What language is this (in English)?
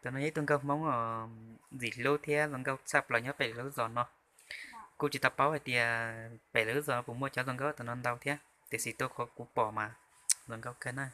Hmong